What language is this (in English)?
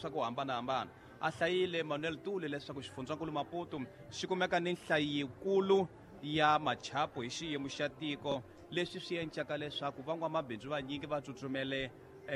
Tsonga